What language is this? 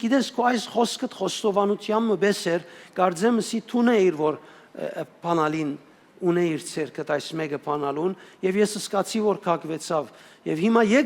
Western Armenian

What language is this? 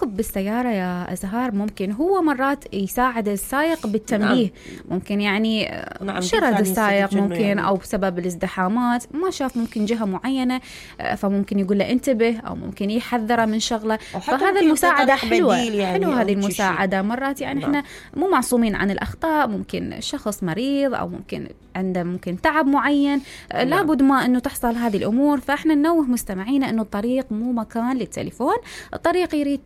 Mesopotamian Arabic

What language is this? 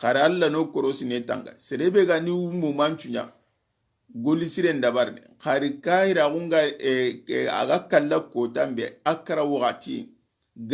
Soninke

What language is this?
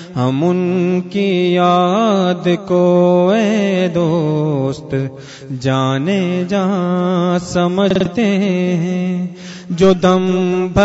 Urdu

